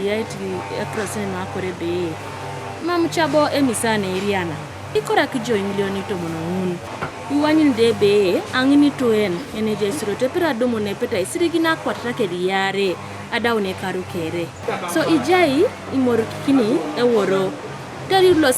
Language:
Teso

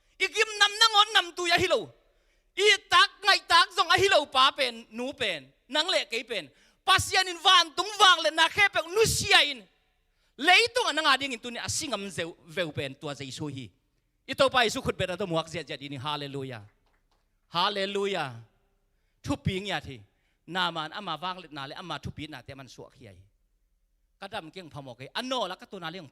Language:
Tedim Chin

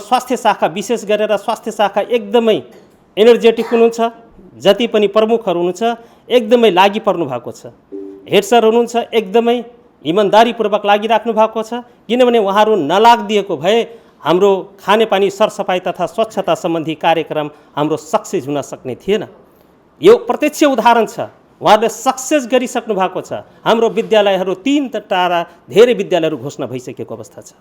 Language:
Nepali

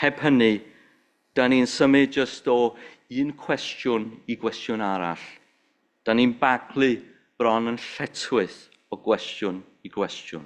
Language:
Welsh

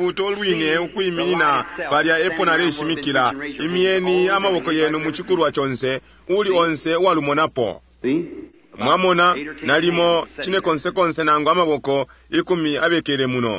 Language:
Bemba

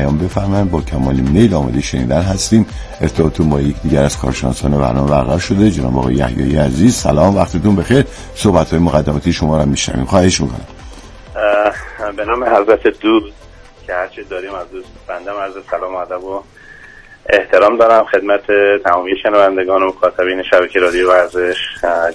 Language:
Persian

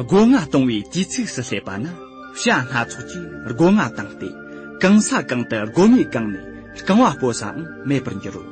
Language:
Tibetan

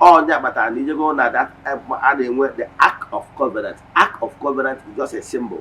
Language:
Igbo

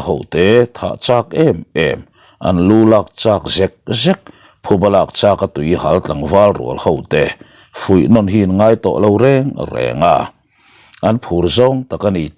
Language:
Mizo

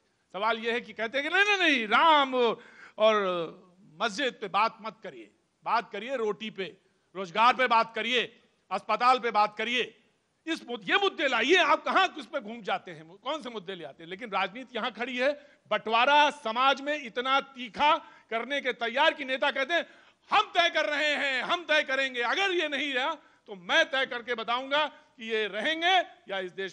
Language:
Hindi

